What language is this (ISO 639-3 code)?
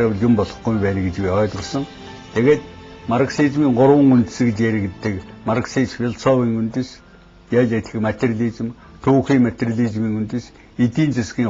mon